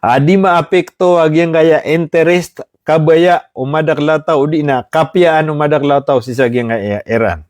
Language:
Maranao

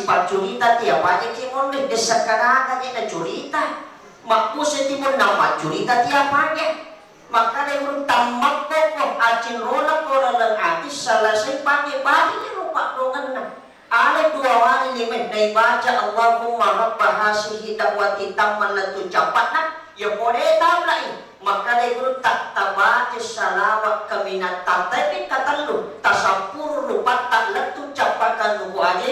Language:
Buginese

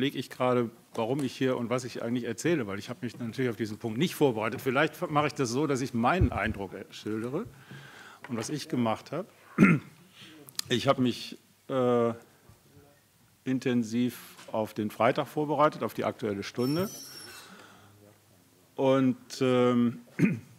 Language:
German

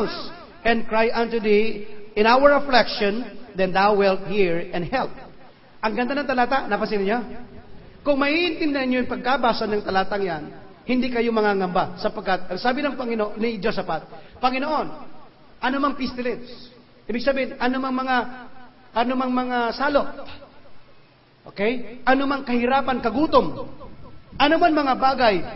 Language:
Filipino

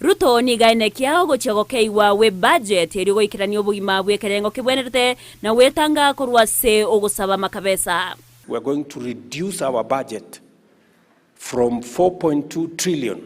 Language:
Gusii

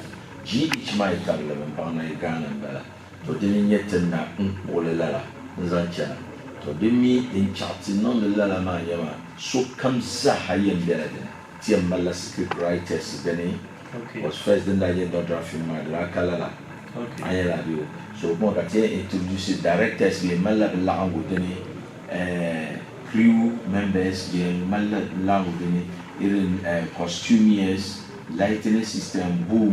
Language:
Dagbani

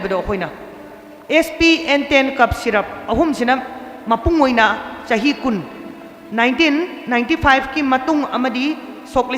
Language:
Manipuri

